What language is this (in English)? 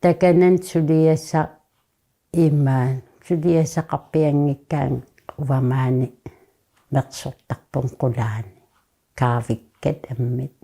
Kalaallisut